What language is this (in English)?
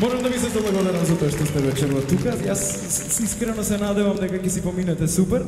Macedonian